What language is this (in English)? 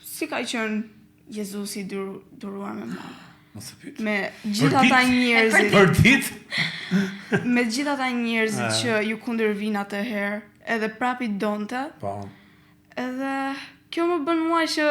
Albanian